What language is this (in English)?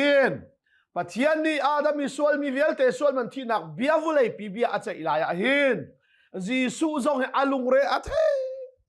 Hakha Chin